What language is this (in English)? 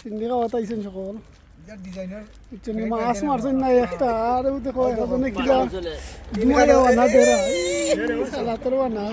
Sylheti